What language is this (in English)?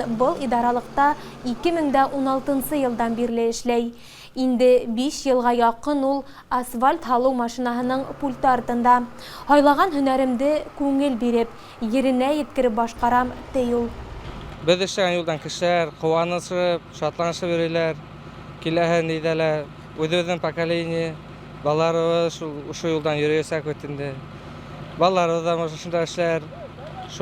Bashkir